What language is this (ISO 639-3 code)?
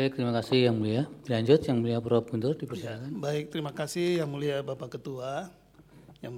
ind